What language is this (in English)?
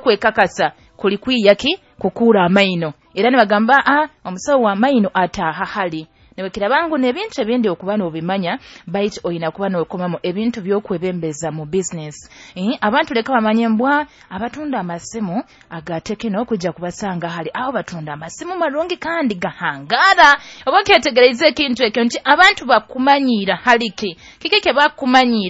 Nyoro